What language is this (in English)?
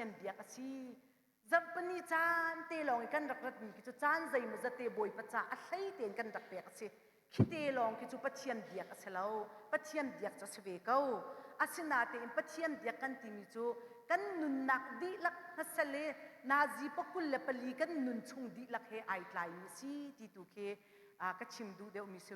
Hakha Chin